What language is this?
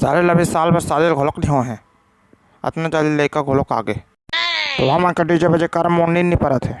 Chhattisgarhi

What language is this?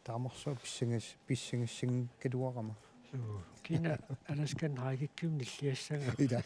Kalaallisut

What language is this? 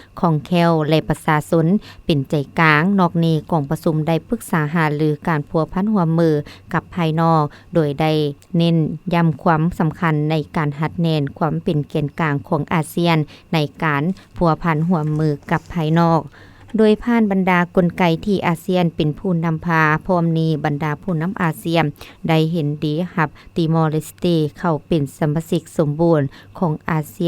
Lao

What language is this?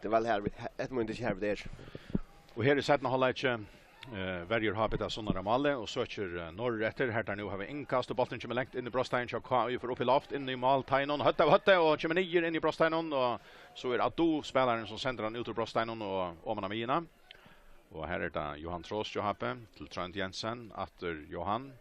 Faroese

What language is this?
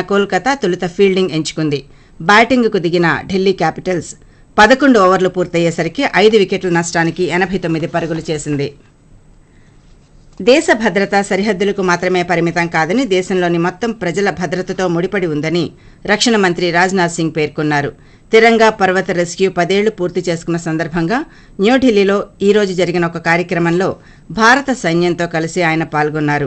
Telugu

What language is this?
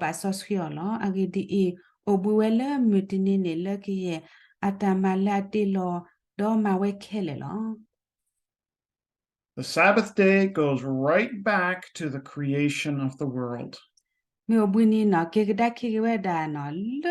S'gaw Karen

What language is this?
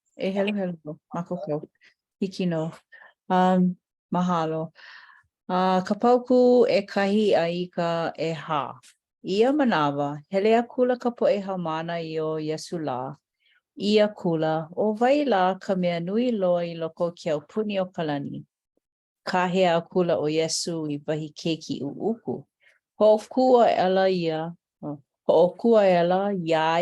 Hawaiian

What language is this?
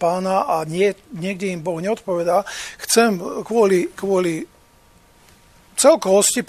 Slovak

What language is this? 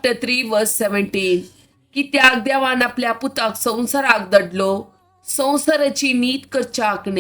Konkani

